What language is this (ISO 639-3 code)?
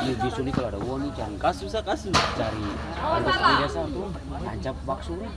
abs